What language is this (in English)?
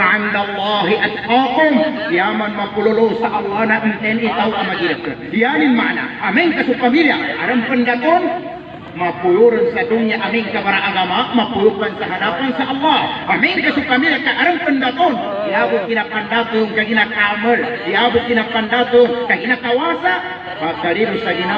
Maguindanaon